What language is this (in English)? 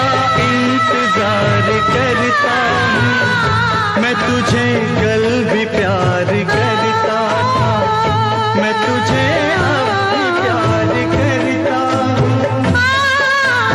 Hindi